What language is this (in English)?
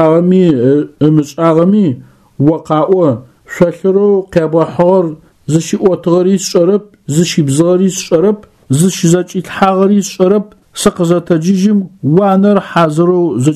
Adyghe